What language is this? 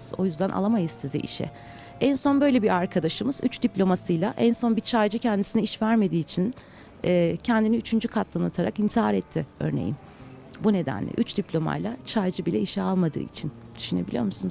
Turkish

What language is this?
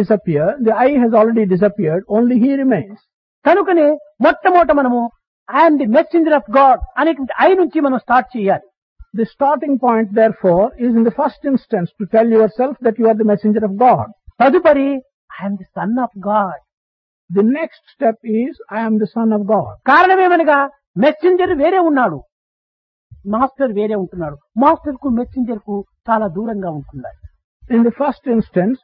Telugu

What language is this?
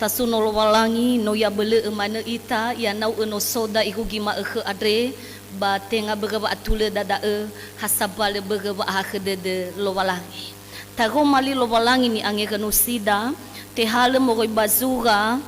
Nias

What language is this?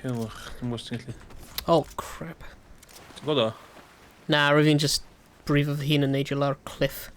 Welsh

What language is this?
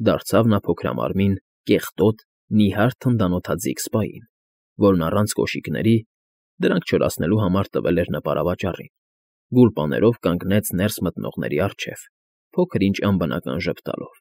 Armenian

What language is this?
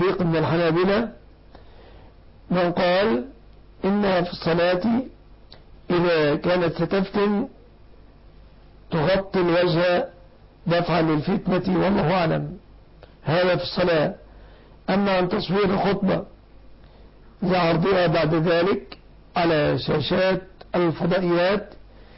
Arabic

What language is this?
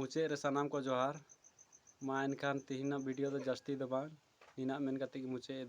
Santali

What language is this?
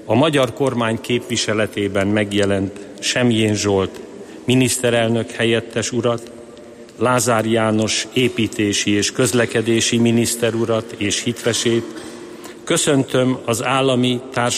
Hungarian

